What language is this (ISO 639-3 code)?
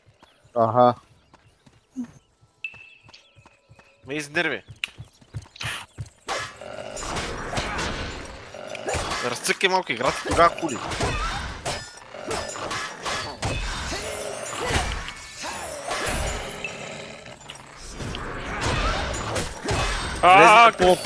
bul